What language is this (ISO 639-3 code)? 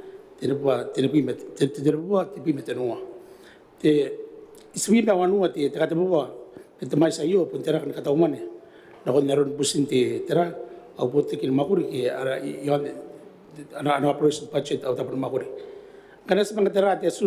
gil